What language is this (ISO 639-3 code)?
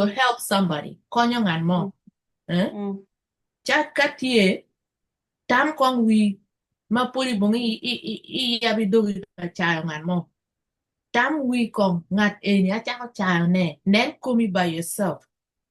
ach